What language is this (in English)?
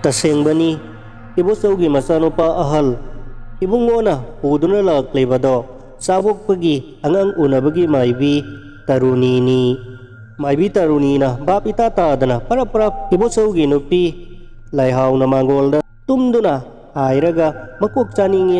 Manipuri